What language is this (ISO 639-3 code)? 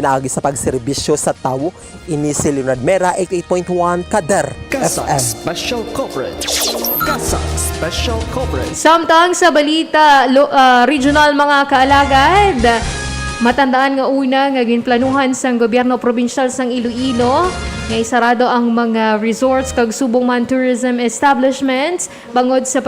hil